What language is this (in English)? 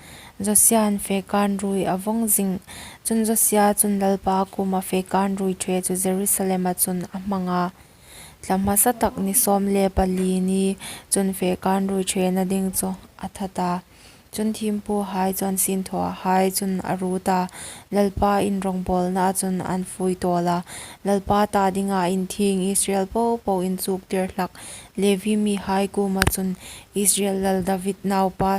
Hmar